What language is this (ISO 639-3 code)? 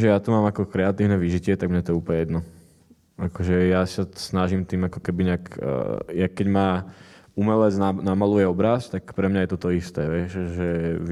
slk